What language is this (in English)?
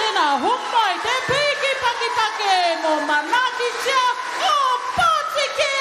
Māori